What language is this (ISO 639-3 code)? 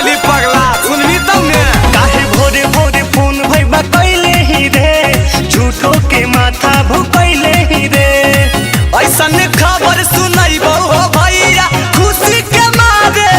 mag